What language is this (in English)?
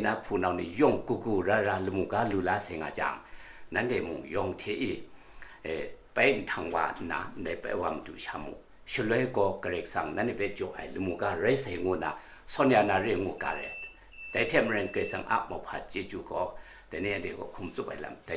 Kachin